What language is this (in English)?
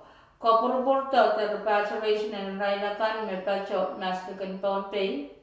Pohnpeian